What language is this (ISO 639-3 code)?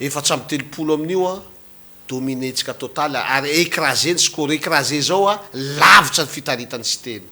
mlg